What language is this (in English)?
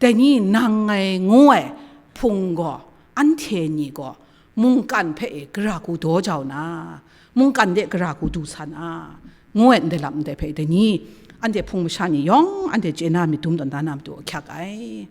Kachin